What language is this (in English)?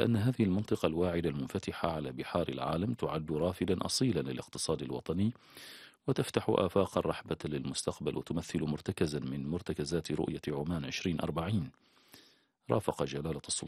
Arabic